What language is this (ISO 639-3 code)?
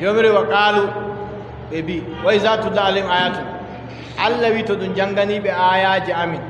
fub